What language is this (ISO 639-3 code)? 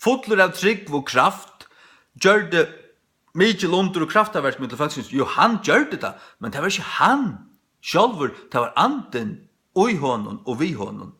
fao